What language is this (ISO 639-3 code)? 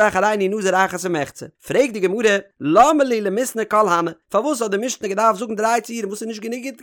yid